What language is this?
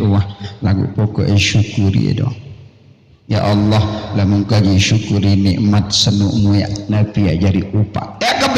Sasak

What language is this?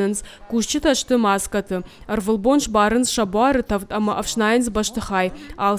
Ossetic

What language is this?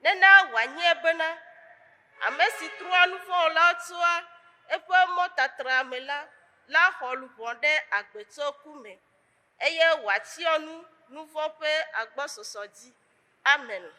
Ewe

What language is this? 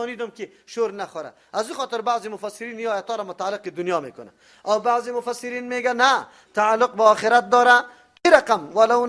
Persian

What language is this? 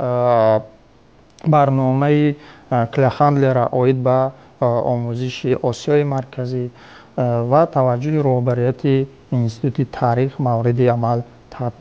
Tajik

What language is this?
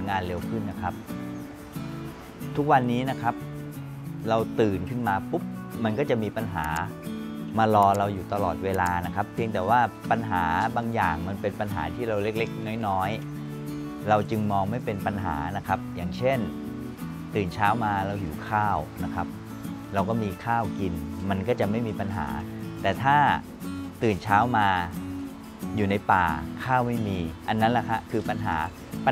Thai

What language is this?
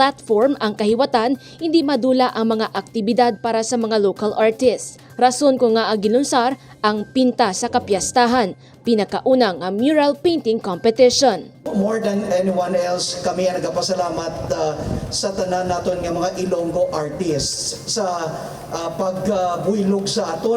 Hiligaynon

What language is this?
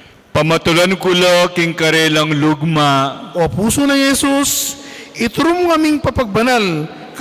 Pampanga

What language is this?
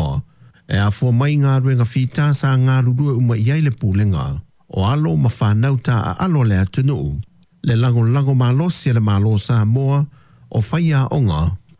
Samoan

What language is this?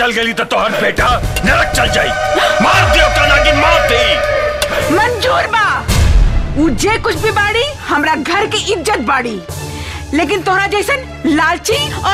Bhojpuri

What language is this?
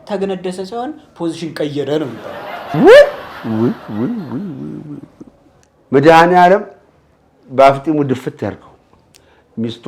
Amharic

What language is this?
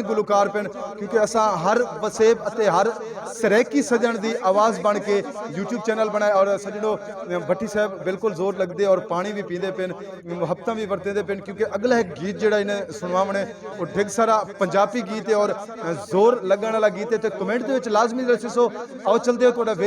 Saraiki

